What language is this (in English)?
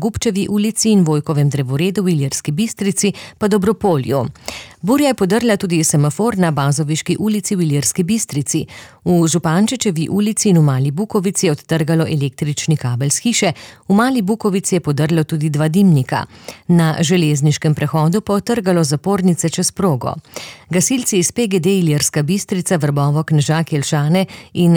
Slovenian